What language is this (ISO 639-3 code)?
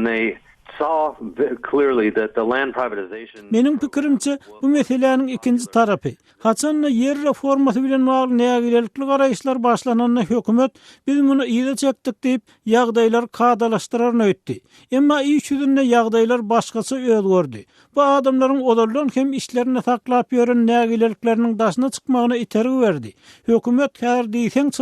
tuk